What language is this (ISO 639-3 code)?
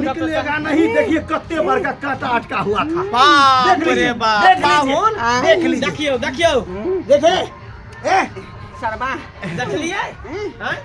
mai